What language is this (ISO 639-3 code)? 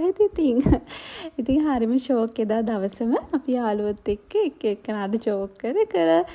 sin